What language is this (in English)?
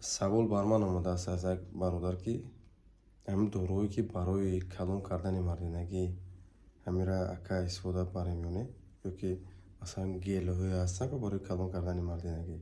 Tajik